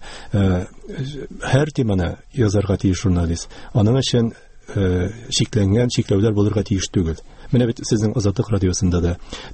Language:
Tatar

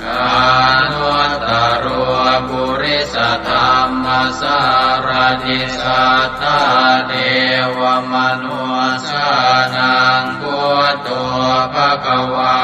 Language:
Pali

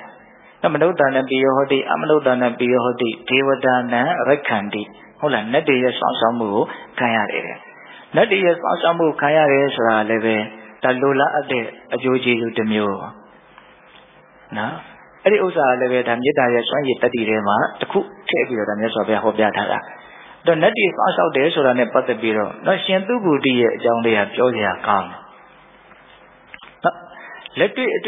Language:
Burmese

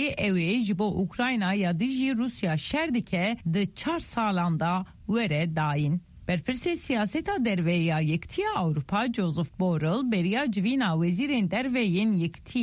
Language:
Kurdish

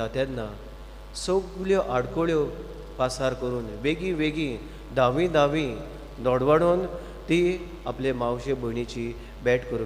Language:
Konkani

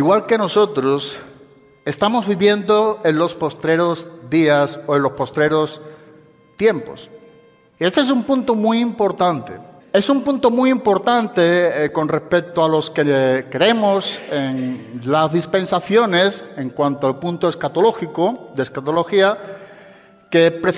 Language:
Spanish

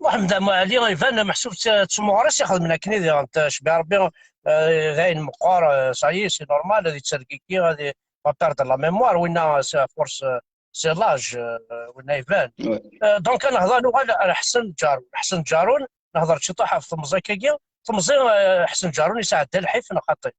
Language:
Kabyle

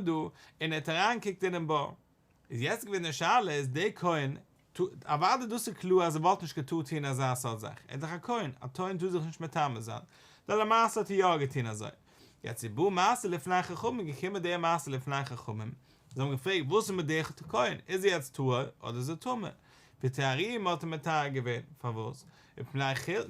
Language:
Yiddish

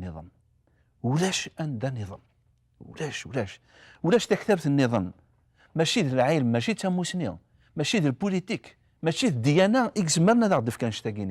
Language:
Kabyle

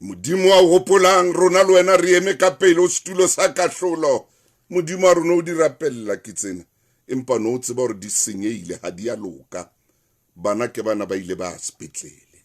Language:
Southern Sotho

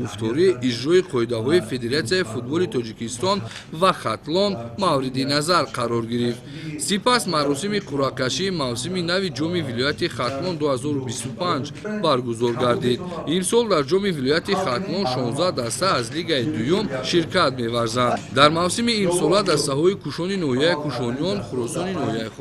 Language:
Tajik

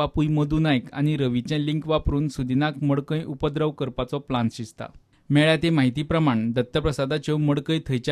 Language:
Konkani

